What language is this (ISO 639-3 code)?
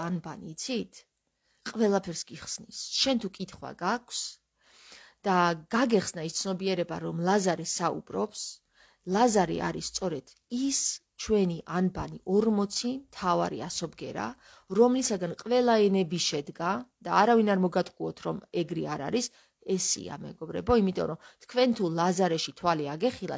kat